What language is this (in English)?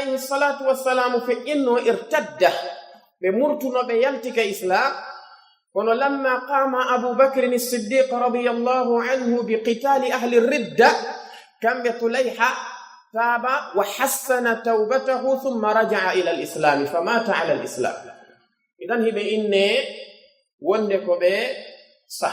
Pular